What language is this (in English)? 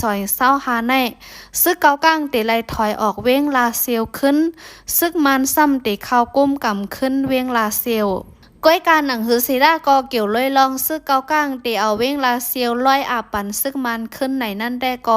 Shan